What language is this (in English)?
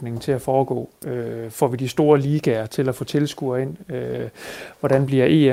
Danish